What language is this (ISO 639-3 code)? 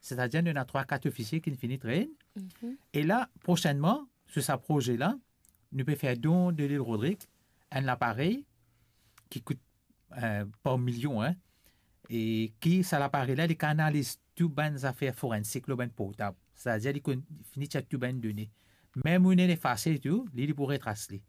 mfe